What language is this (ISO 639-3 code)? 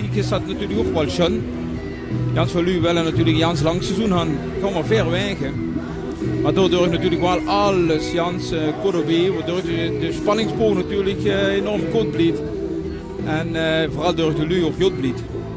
lim